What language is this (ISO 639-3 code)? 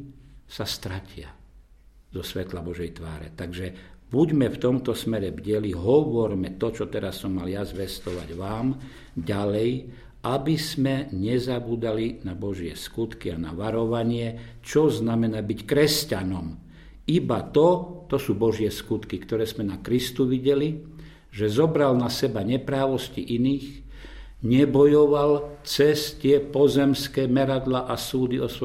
slk